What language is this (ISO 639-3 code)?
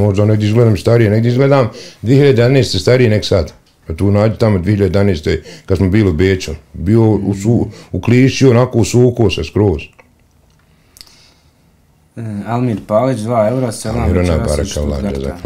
bos